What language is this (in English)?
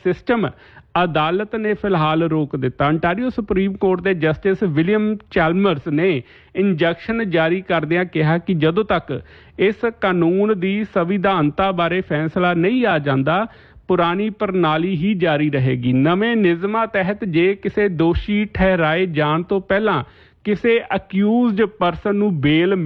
Punjabi